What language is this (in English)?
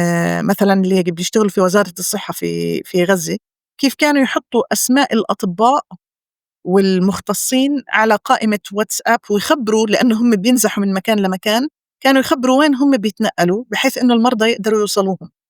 North Levantine Arabic